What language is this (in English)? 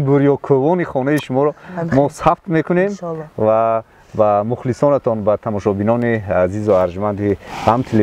Tajik